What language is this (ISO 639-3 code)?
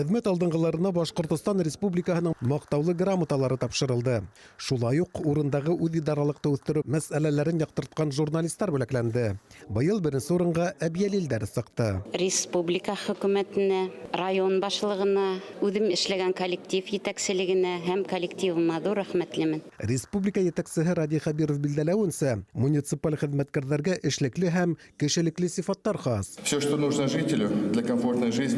bak